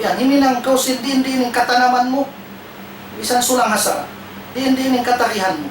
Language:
Tausug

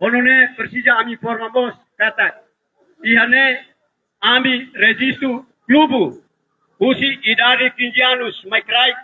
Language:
Tetum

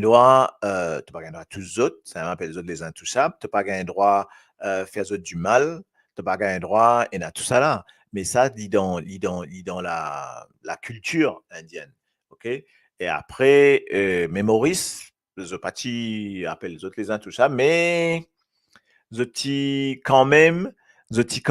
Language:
Morisyen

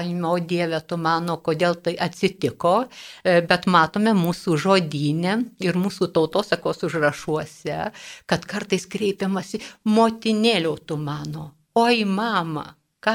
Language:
Lithuanian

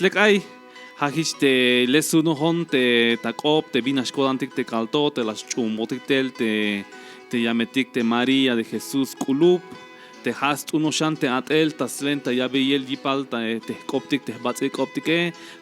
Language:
Tzeltal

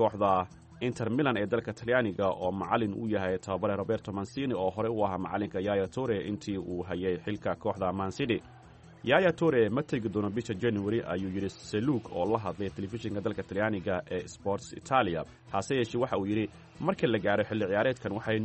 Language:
Somali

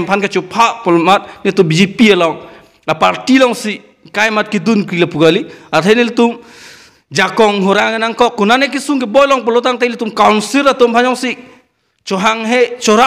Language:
Karbi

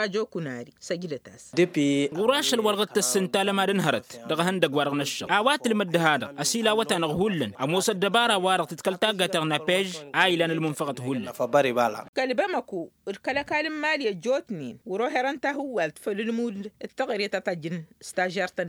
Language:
Tamasheq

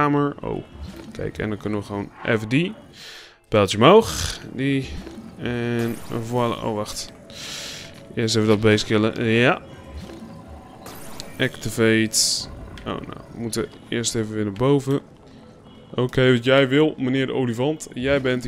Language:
Dutch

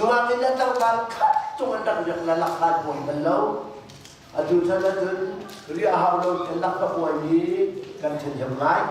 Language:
Hakha Chin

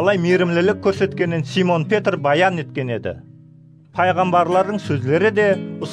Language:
Kara-Kalpak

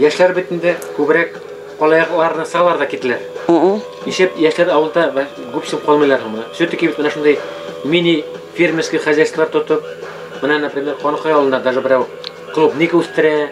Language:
Bashkir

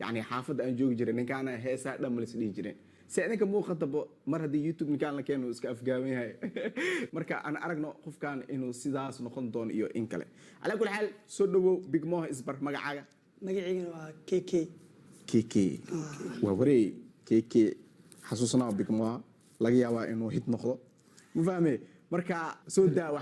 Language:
Somali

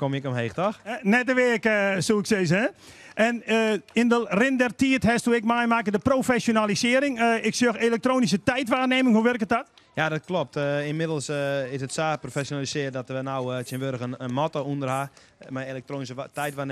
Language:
Western Frisian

